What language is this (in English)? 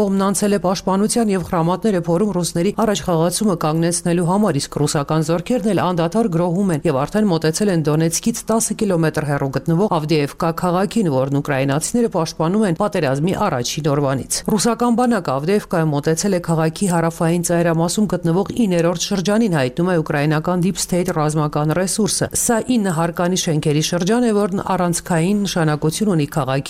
Armenian